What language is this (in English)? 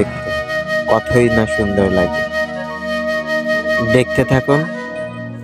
Bangla